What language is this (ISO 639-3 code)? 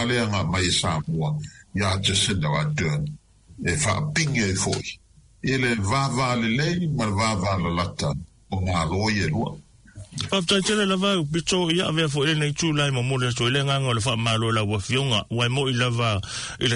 smo